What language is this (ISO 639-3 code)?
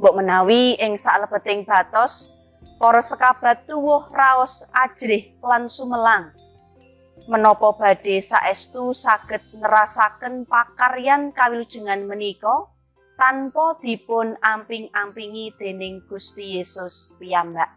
jav